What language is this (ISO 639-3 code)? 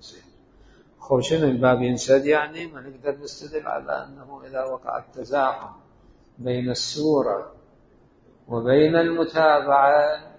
acm